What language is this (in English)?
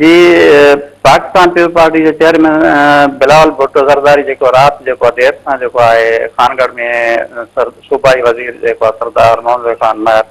Sindhi